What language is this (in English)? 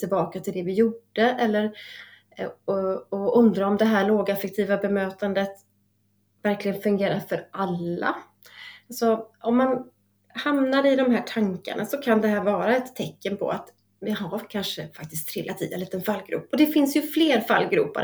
Swedish